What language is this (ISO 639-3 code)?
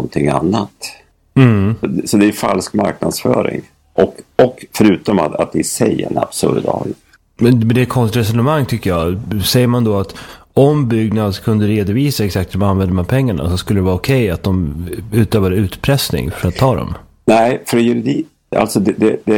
swe